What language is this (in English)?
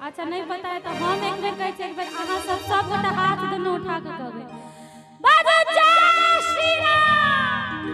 Maithili